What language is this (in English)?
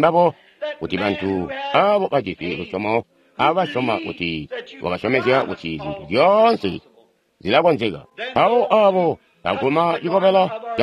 Tonga (Zambia)